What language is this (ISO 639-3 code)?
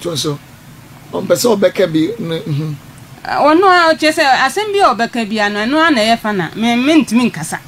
aka